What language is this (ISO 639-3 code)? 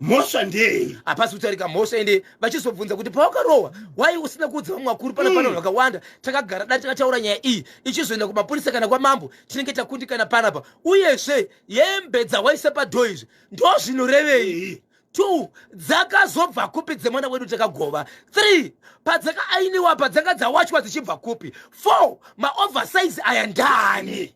sna